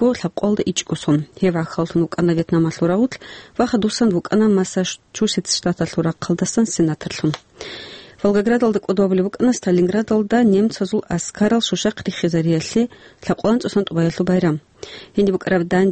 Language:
Avaric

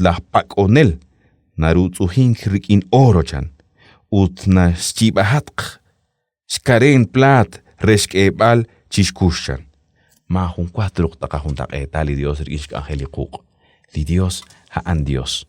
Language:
Kekchí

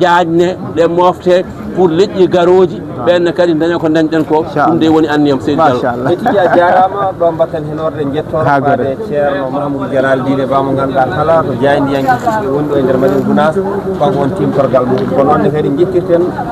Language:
Fula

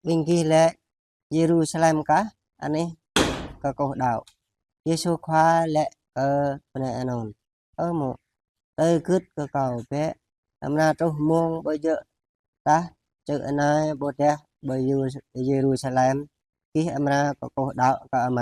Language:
Jarai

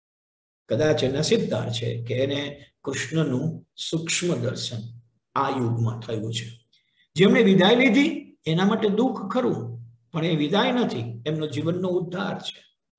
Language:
Gujarati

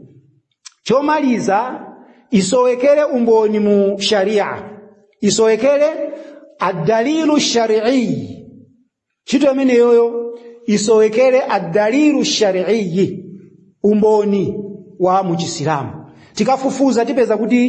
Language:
Nyanja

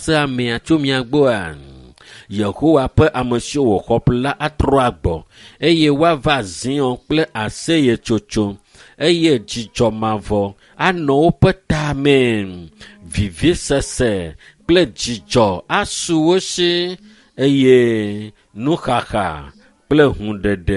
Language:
Ewe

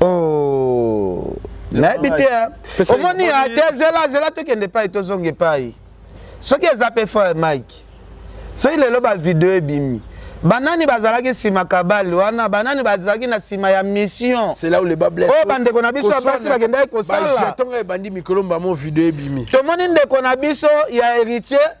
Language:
Lingala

